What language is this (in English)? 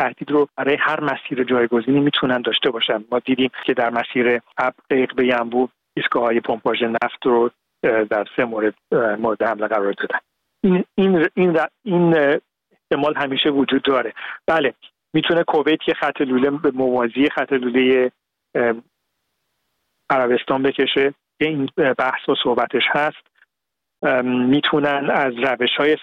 Persian